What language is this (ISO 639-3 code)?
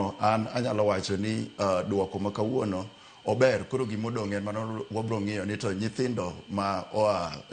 luo